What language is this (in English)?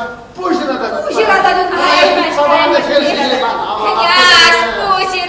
Chuvash